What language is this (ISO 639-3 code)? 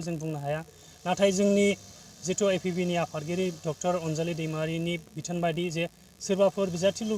brx